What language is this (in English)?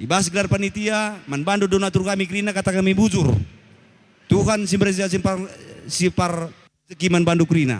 Batak Karo